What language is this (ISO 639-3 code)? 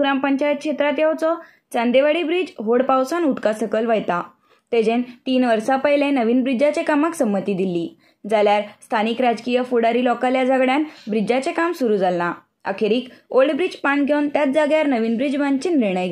kok